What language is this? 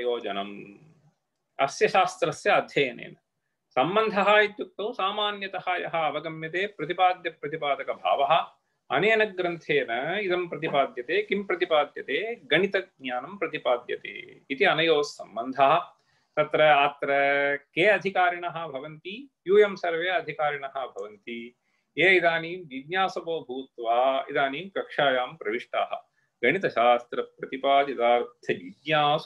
Sanskrit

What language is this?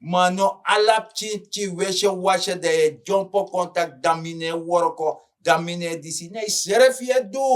Sranan Tongo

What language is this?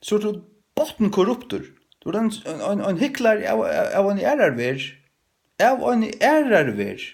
Faroese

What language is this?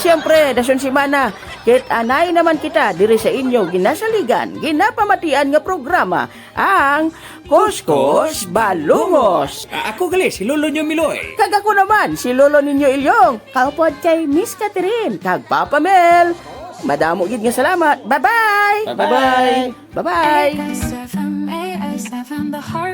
Hiligaynon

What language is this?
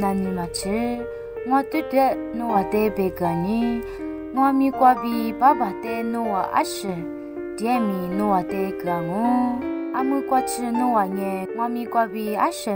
Lisu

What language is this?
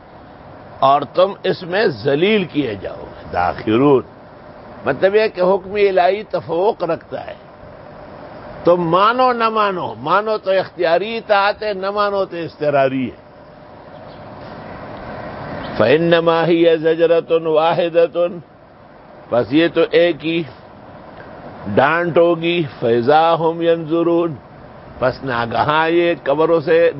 Urdu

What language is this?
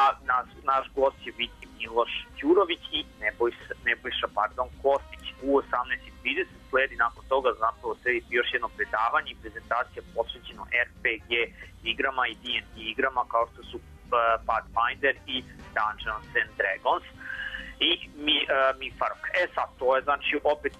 Serbian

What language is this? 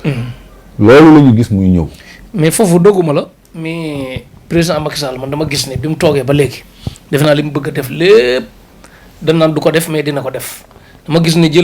Wolof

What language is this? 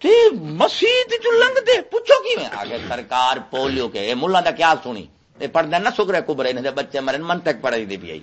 Saraiki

